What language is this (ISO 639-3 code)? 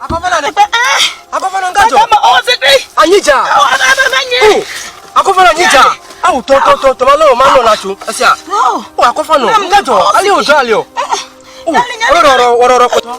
ewe